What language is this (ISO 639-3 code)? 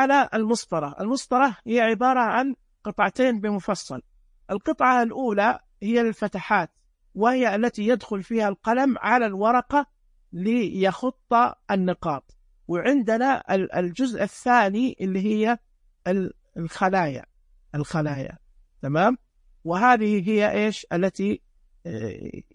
ars